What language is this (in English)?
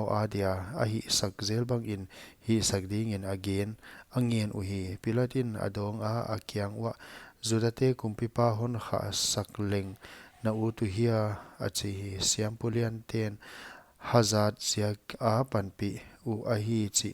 Paite Chin